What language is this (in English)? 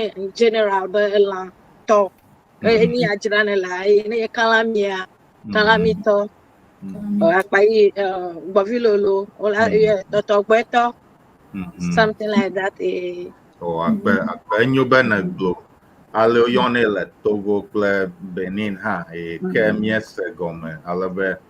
Ewe